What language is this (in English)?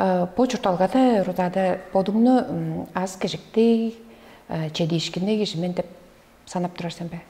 Tuvinian